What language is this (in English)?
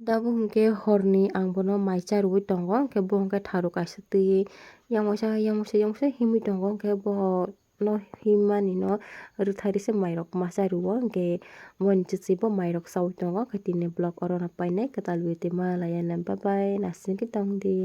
Kok Borok